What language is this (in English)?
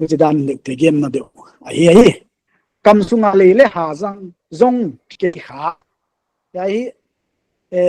Paite Chin